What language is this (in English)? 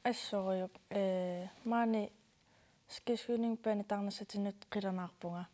Kalaallisut